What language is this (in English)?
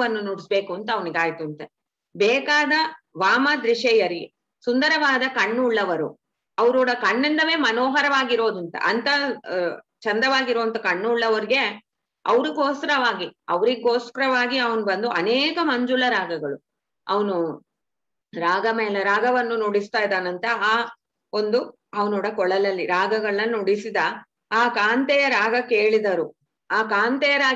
Kannada